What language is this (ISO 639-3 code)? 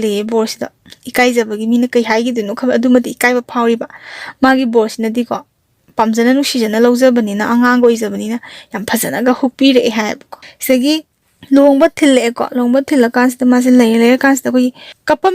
mni